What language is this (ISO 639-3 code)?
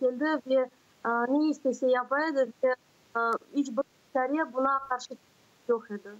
crh